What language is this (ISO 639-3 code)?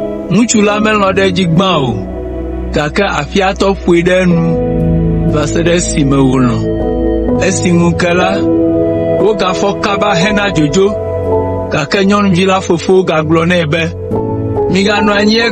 ewe